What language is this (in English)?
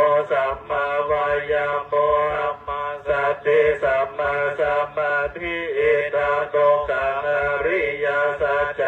Pali